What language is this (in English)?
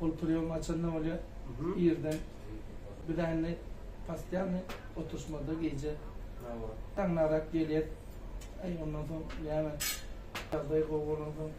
Turkmen